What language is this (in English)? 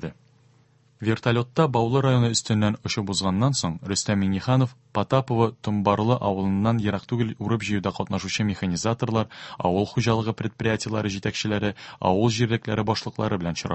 Tatar